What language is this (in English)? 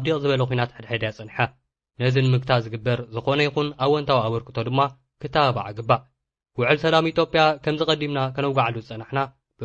Tigrinya